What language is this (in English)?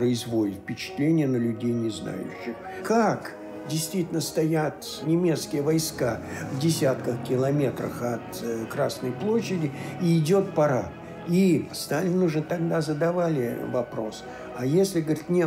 Russian